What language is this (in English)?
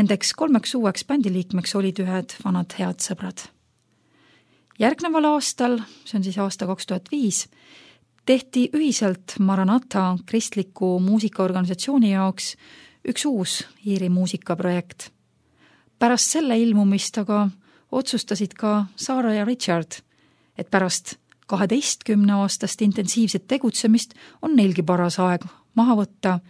Estonian